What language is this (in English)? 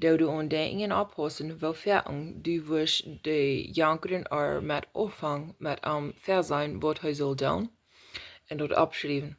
Plautdietsch